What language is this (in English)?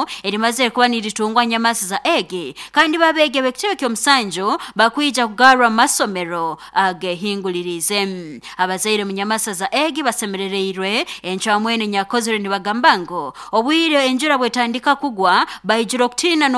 Nyankole